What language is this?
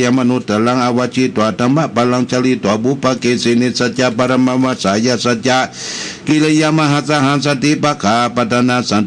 Pali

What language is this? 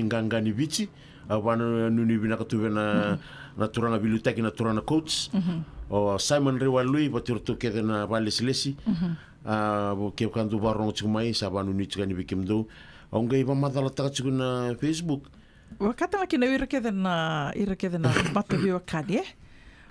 Fijian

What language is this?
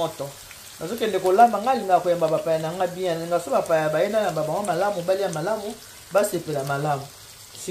Lingala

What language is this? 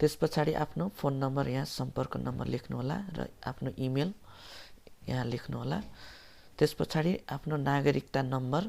Nepali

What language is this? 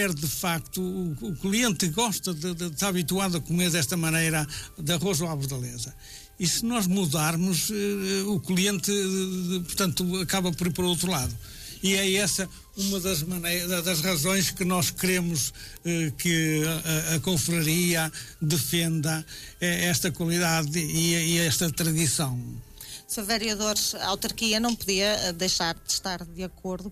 Portuguese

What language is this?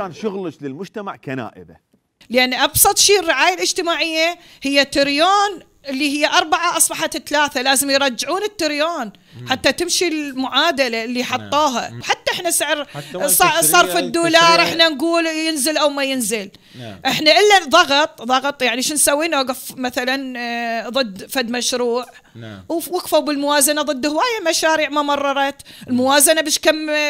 Mesopotamian Arabic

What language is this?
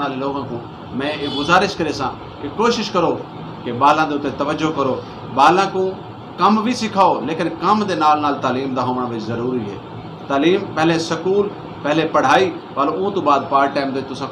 Saraiki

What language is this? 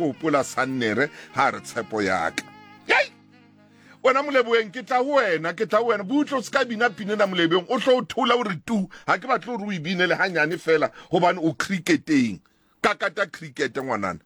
Southern Sotho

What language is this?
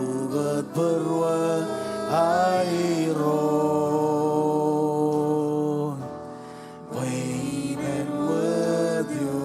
Marshallese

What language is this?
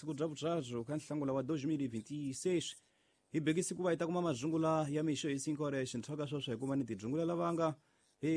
Tsonga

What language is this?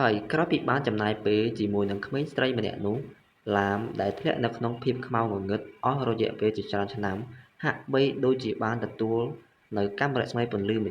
Khmer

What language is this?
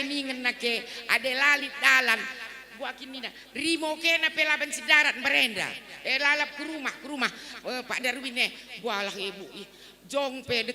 Batak Karo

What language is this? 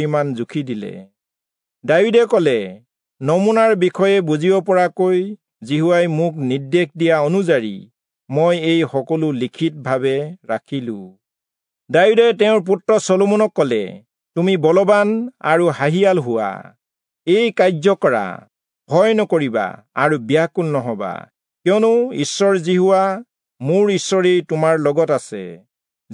Assamese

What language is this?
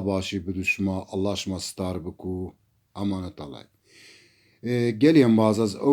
Zaza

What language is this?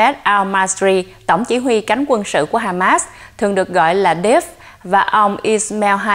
Vietnamese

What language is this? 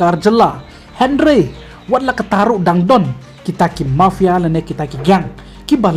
Khasi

